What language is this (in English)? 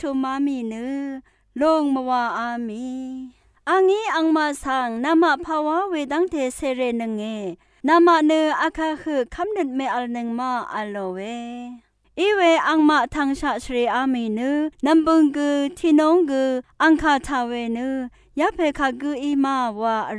Rawang